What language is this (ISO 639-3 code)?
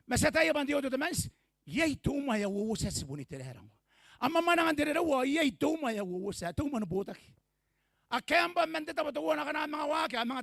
gil